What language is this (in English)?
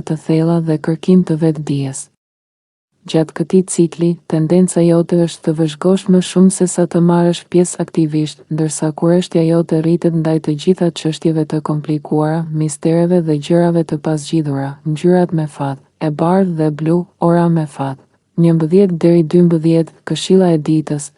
Albanian